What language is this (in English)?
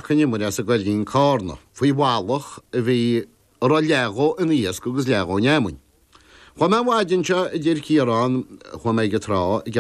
Irish